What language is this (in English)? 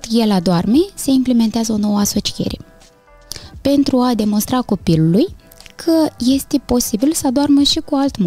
Romanian